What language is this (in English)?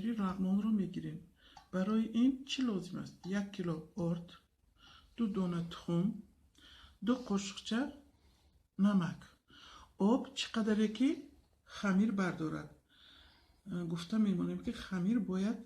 Tajik